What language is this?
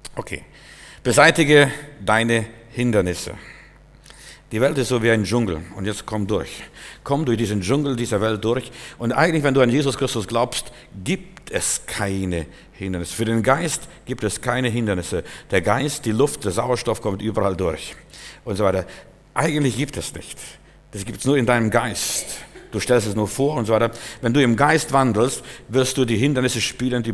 German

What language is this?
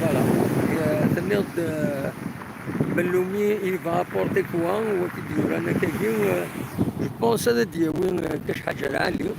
Kabyle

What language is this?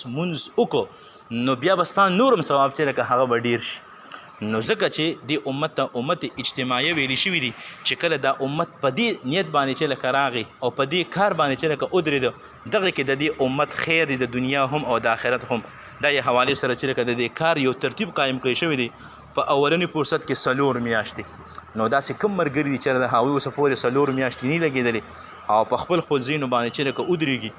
Pashto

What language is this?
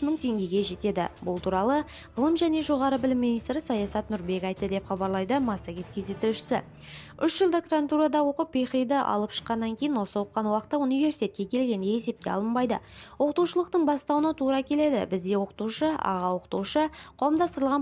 Kazakh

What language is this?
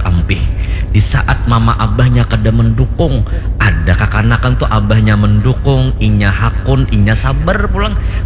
Banjar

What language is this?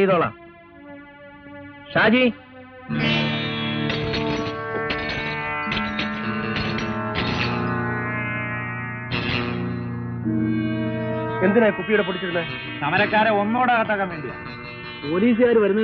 Malayalam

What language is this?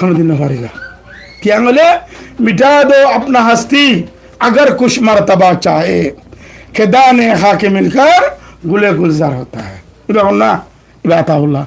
Rohingya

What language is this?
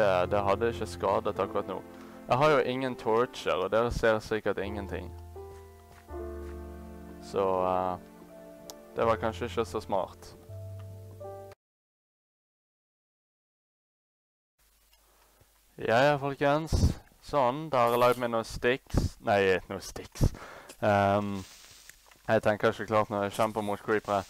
Norwegian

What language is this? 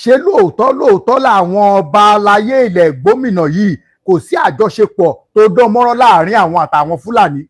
Yoruba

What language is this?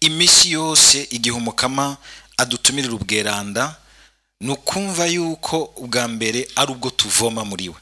Rundi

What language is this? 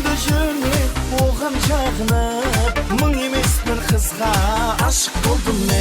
Kara-Kalpak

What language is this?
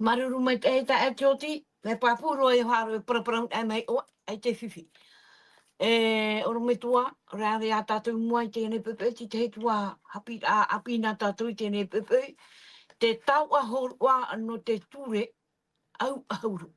Tahitian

